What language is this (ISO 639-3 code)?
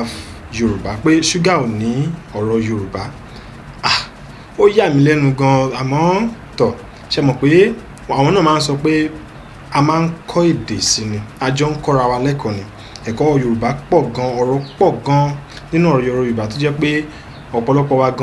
yor